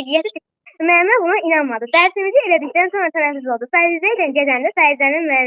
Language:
Azerbaijani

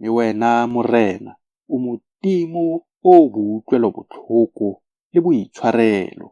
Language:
Tswana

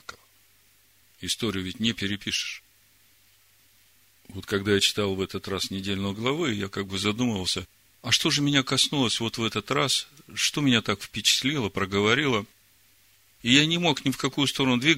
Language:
Russian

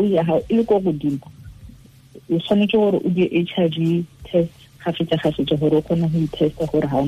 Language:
Tswana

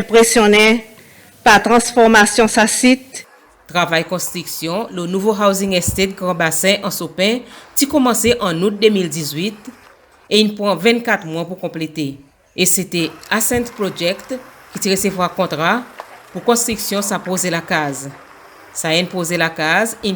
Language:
Seselwa Creole French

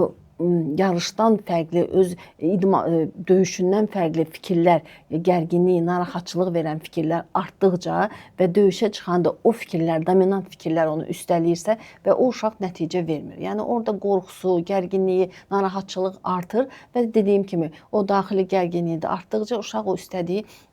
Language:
Azerbaijani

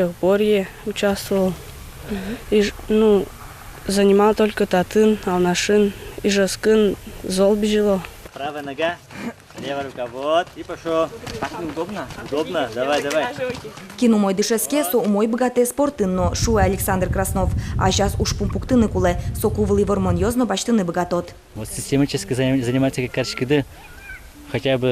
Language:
Udmurt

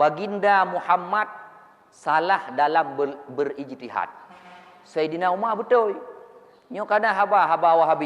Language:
Achinese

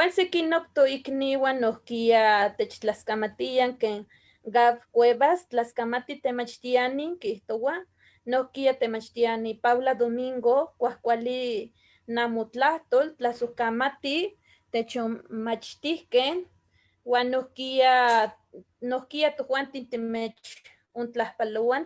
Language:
Eastern Huasteca Nahuatl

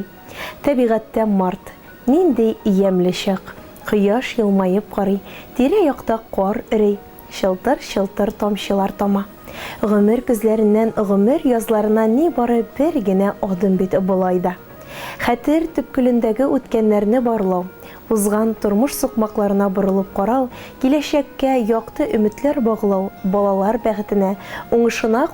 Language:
Tatar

